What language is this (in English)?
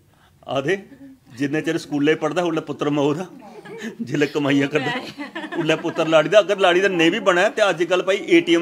Dogri